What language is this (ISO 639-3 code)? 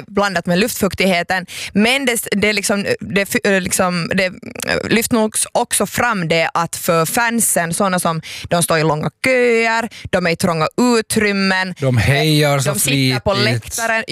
swe